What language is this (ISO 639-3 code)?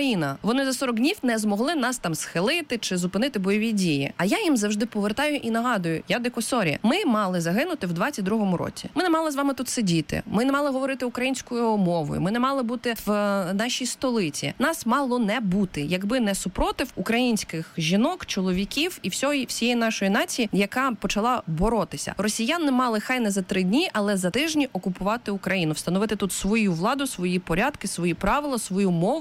ukr